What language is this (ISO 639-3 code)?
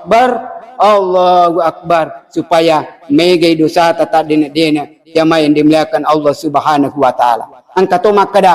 bug